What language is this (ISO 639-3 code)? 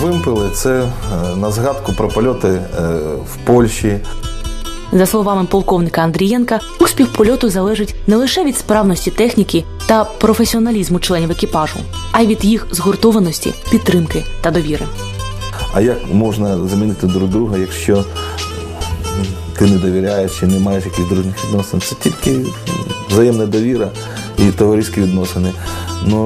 ukr